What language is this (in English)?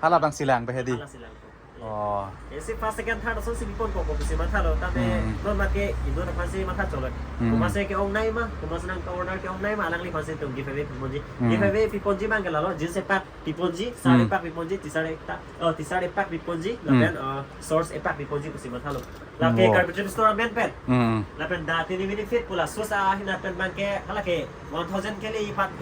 Karbi